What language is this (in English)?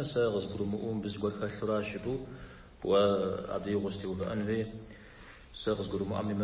Kabardian